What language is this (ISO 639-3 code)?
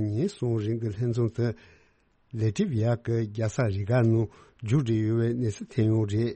bod